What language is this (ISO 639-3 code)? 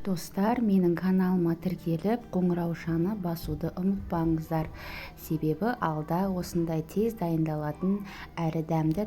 kaz